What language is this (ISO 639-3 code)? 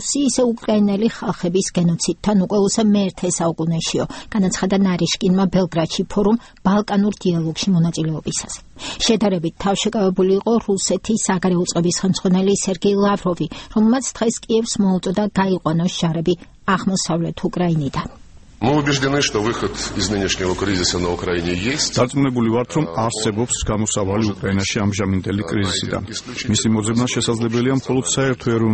kat